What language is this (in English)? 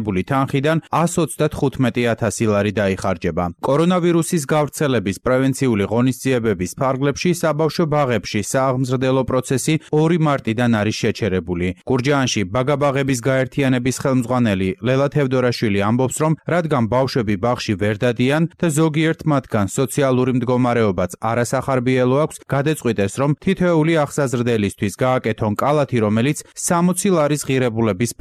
Georgian